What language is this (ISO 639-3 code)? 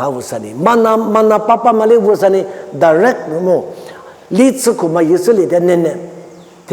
lis